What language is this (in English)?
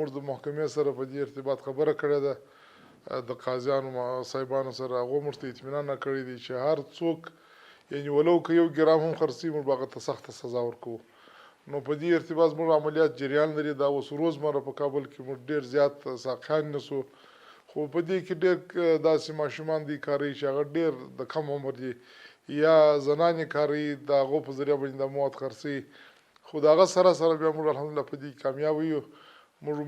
Pashto